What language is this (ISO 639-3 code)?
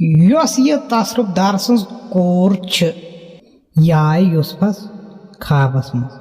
kas